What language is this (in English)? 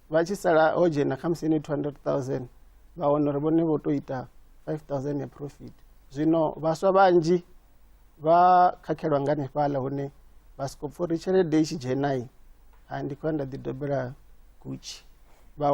Venda